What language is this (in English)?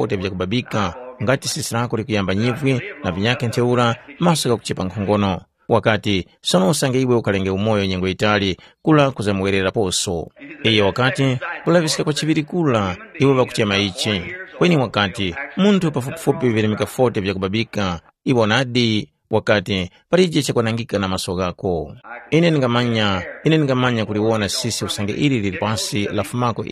Tumbuka